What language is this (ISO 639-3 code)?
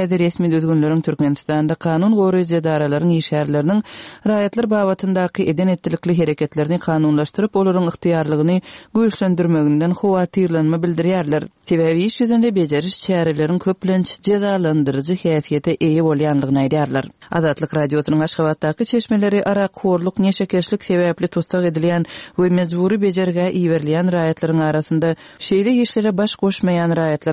tuk